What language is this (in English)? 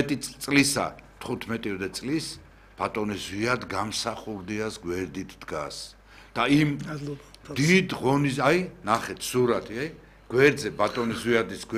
Georgian